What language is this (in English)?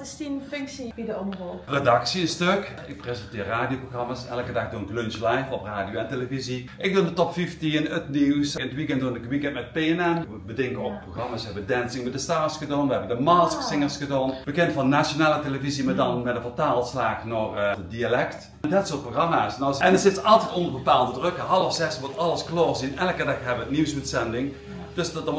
Limburgish